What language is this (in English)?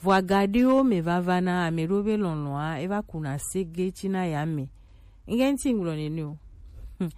Gen